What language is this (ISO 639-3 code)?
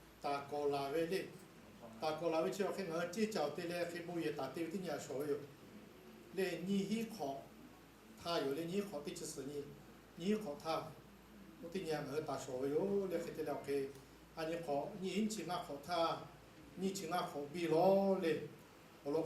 lhu